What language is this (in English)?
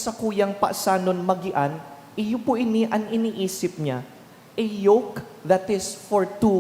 Bikol